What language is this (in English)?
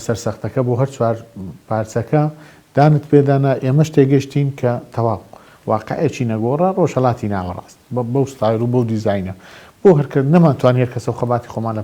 Central Kurdish